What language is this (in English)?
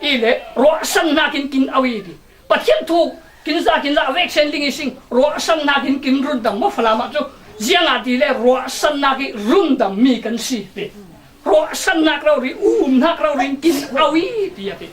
Falam Chin